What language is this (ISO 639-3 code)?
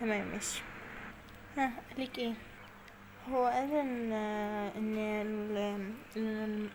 arz